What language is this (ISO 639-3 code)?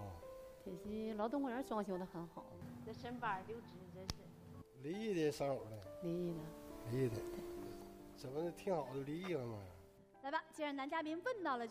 zho